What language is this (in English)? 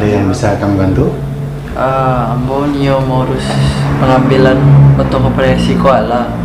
Minangkabau